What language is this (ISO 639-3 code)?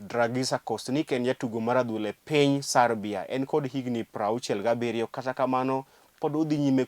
luo